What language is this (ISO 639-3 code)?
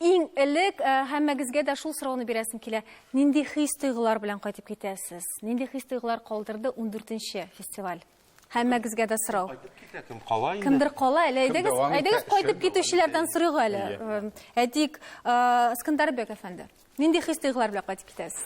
tat